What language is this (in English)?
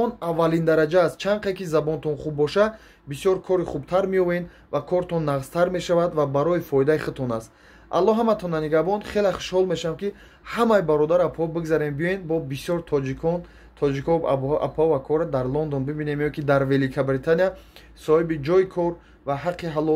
Tajik